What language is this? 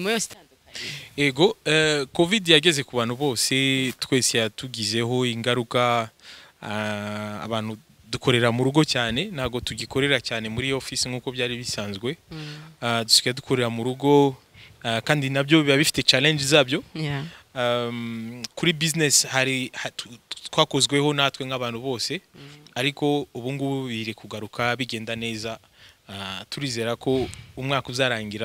Kinyarwanda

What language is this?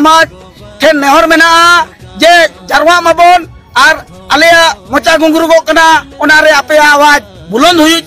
Santali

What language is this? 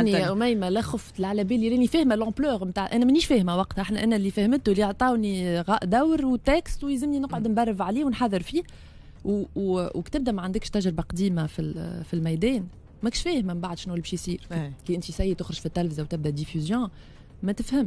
Tunisian Arabic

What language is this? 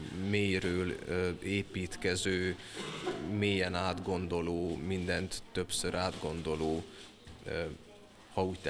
Hungarian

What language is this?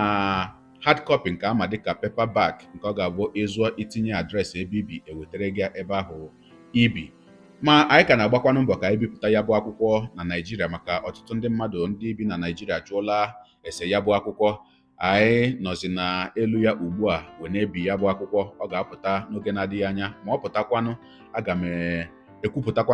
Igbo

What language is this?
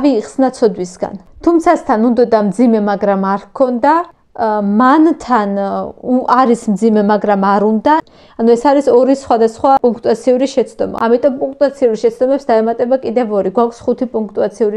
Georgian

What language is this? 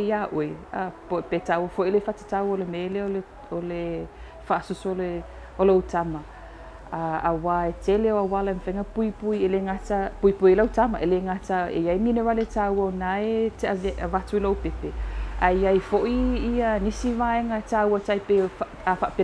Samoan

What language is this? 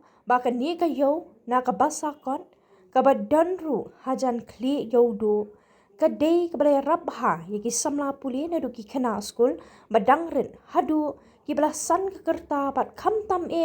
Khasi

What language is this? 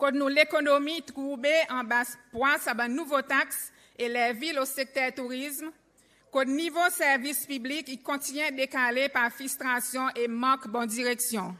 Seselwa Creole French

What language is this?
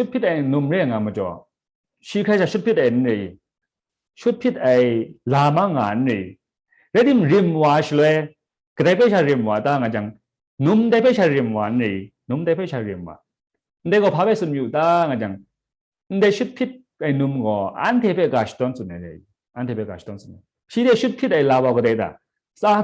Kachin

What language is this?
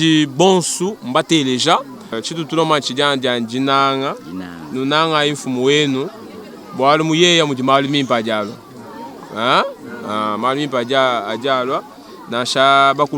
Luba-Lulua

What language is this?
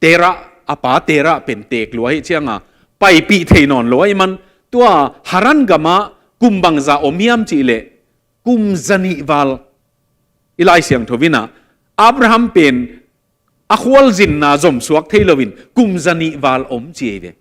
Tedim Chin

